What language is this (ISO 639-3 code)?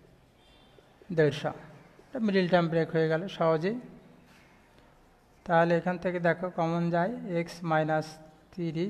ben